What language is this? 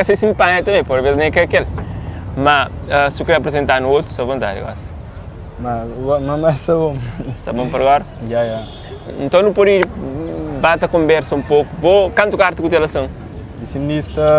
Kabuverdianu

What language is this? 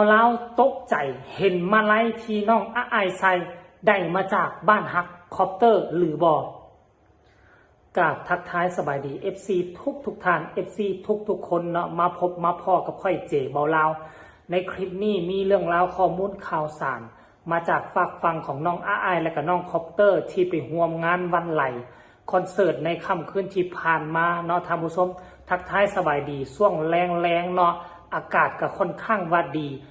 Northeastern Thai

